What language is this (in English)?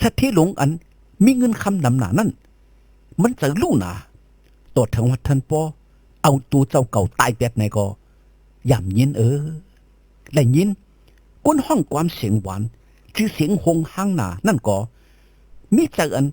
Shan